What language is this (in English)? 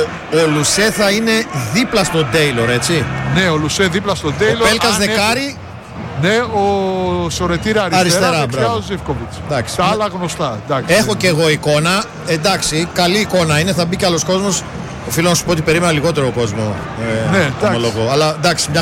Greek